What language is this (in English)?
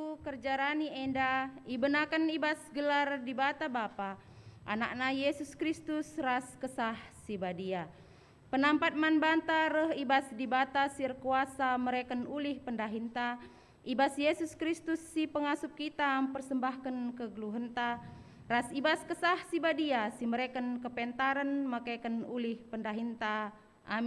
Batak Karo